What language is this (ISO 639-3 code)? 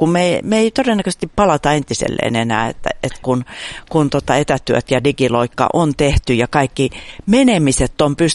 fin